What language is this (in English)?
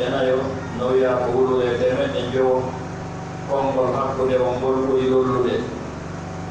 Pular